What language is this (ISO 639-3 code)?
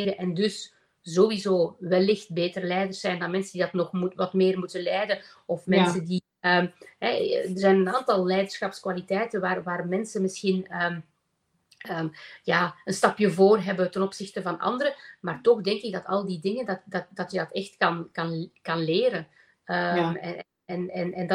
nld